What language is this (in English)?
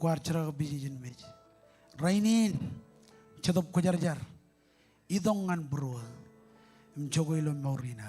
Marshallese